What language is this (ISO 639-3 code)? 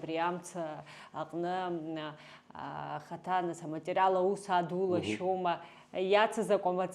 abk